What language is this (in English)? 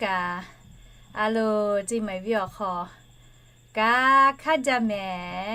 Lahu